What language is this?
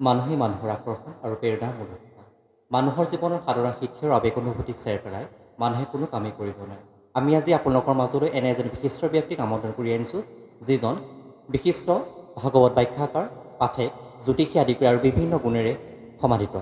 Assamese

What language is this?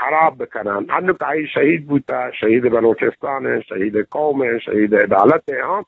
Eastern Balochi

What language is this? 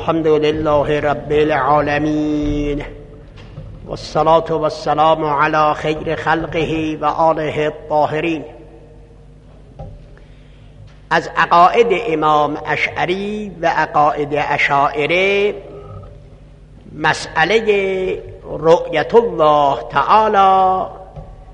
Persian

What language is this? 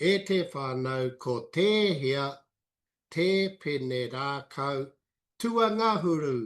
Māori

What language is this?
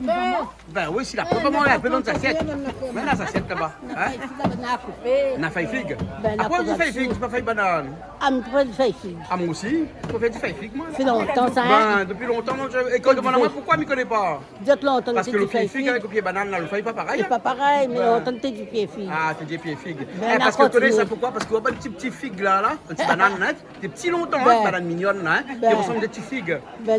Réunion Creole French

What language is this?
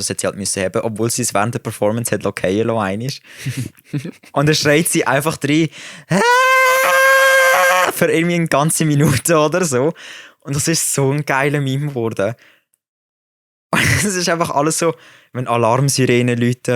Swiss German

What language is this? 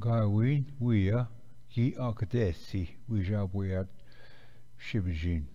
Ojibwa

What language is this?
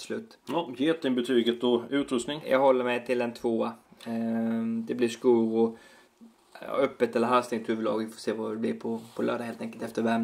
Swedish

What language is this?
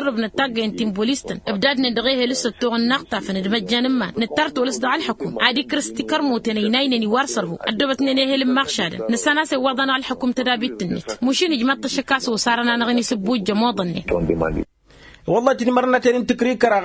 Tamasheq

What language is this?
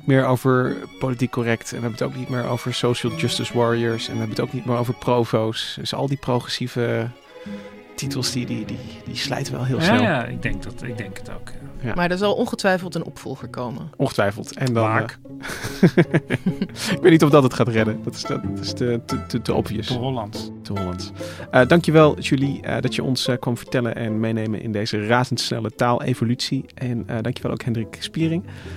Dutch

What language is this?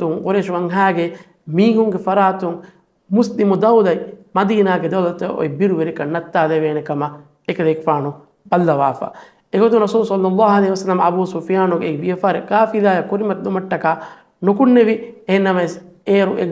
Divehi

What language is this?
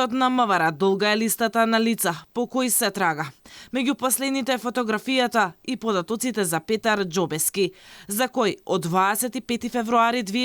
Macedonian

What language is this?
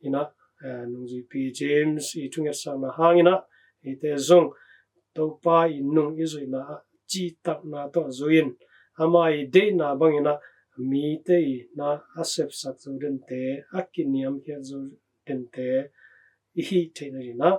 Tedim Chin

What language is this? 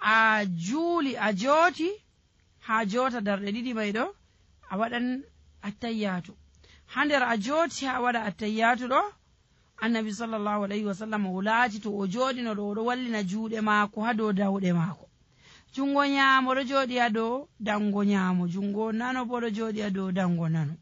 Nigerian Fulfulde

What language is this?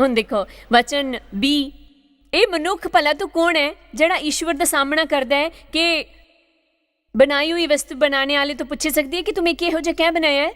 Dogri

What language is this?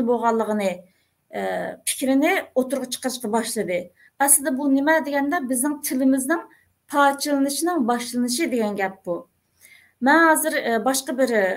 Uyghur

